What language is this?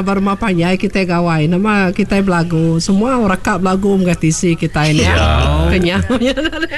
Iban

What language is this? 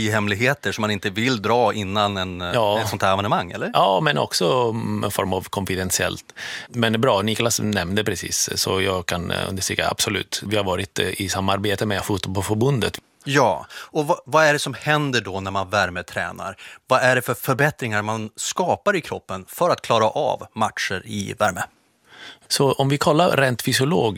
Swedish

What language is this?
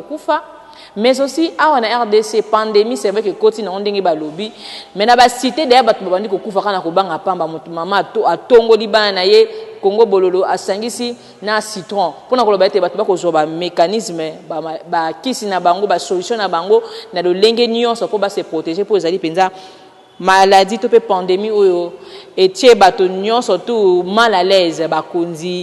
Lingala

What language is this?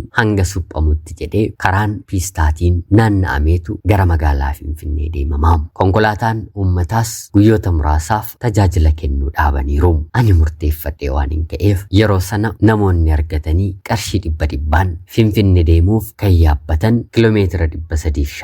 Oromo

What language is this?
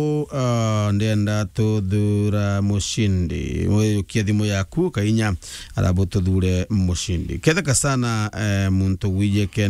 Meru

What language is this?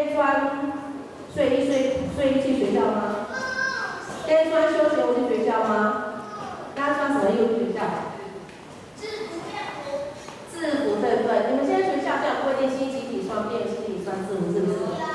Chinese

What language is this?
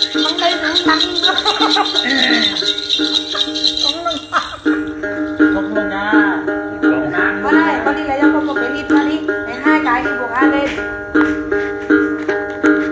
Vietnamese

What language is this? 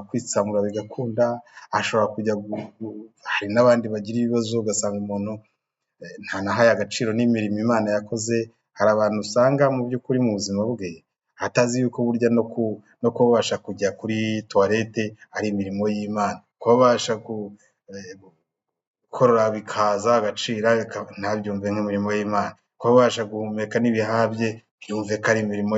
Kinyarwanda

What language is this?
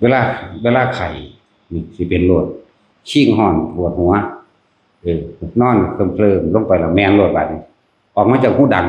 Northeastern Thai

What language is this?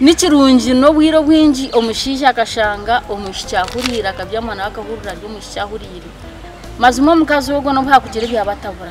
Nyankole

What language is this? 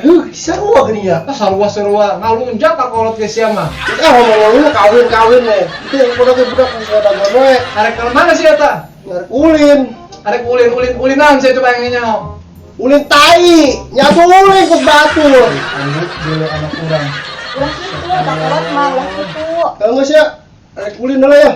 Sundanese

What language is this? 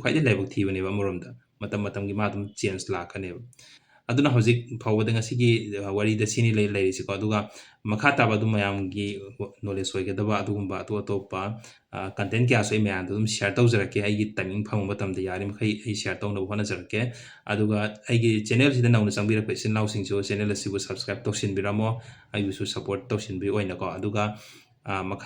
Manipuri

